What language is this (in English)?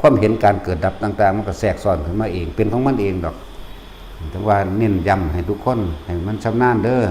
Northeastern Thai